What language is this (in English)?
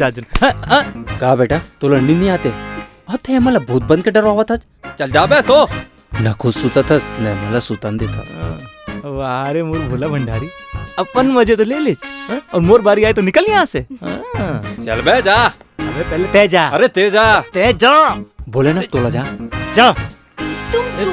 Chhattisgarhi